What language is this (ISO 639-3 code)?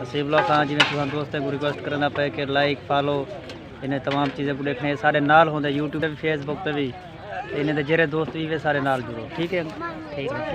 skr